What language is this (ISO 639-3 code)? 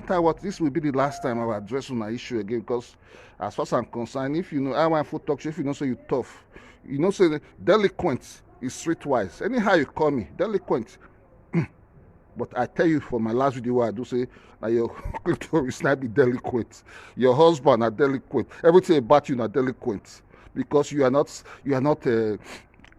pcm